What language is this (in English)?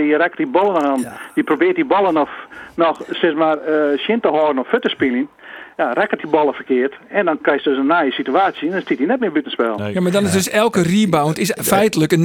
Western Frisian